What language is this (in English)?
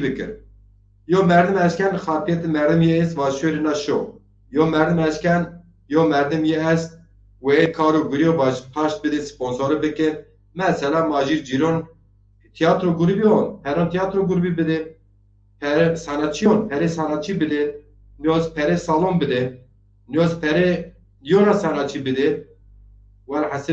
Zaza